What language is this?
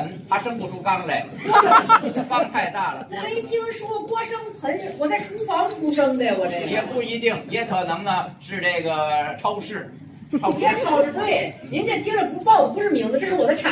Chinese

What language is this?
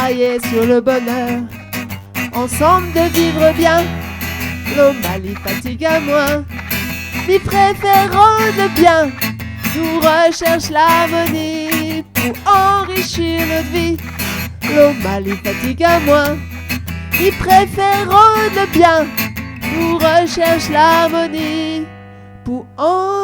Réunion Creole French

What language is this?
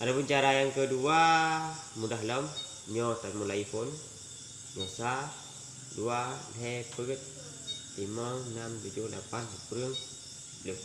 Achinese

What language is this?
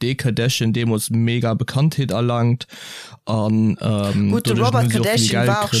Luxembourgish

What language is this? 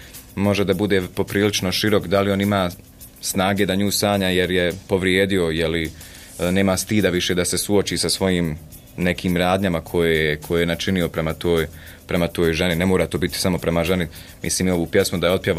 Bosnian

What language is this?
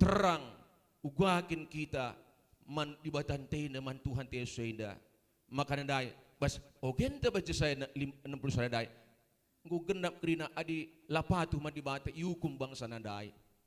Batak Karo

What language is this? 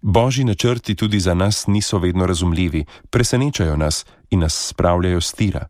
Slovenian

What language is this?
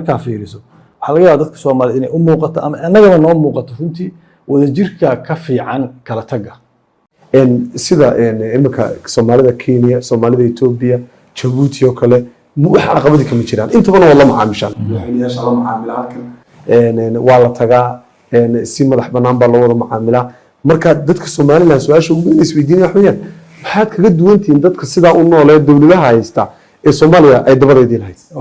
Somali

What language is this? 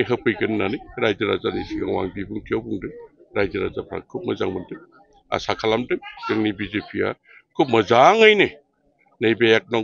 Bodo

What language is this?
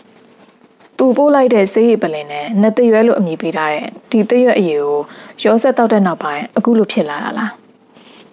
Burmese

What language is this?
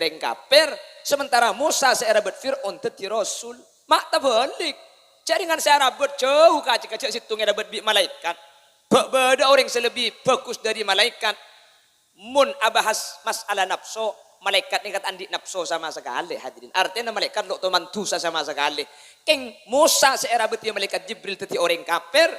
Madurese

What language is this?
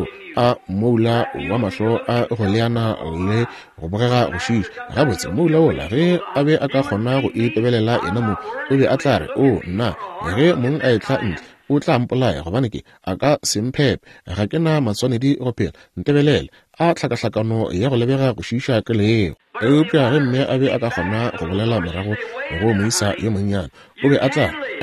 Northern Sotho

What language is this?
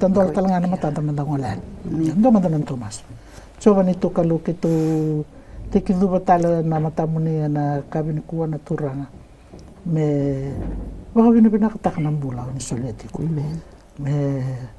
Fijian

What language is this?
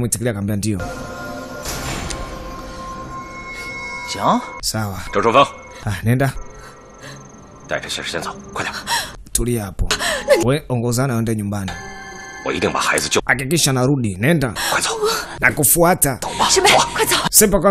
Swahili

